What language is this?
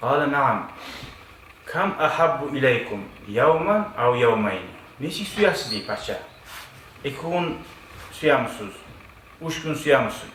Kumyk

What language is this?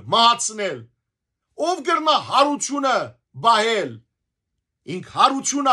Western Armenian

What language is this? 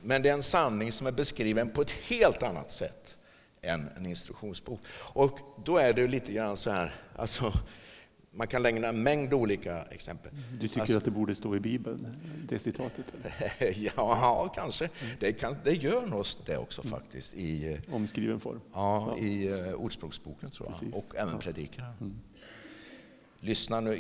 Swedish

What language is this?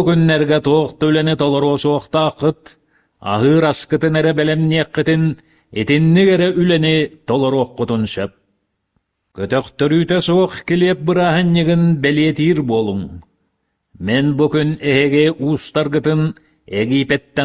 Yakut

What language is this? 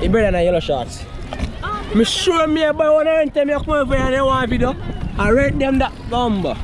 Jamaican Creole English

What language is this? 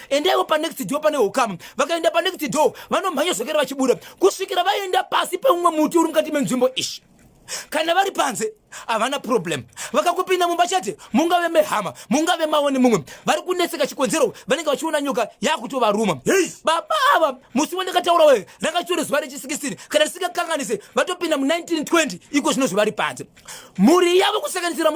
Shona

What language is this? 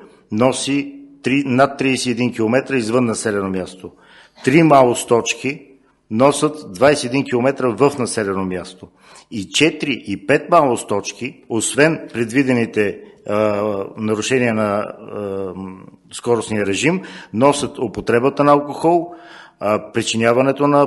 Bulgarian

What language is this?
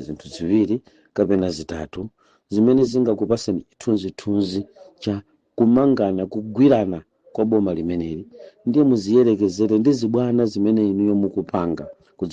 Nyanja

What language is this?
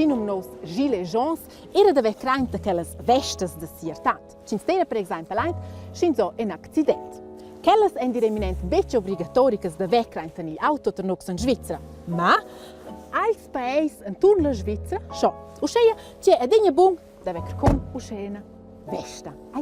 Romansh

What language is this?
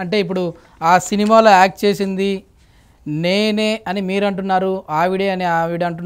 Telugu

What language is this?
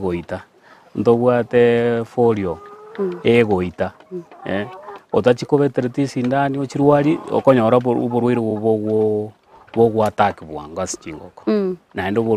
Gusii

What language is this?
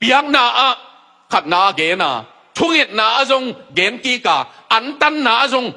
Tedim Chin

